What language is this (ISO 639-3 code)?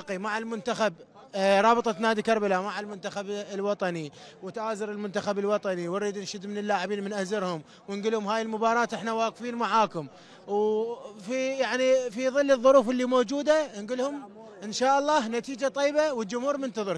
acm